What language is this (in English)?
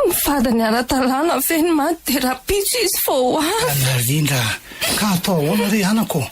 Malagasy